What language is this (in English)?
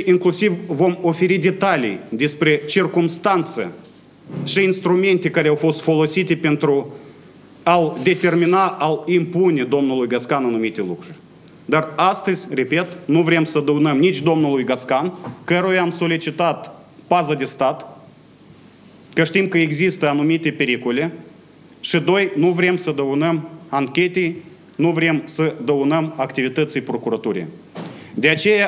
Romanian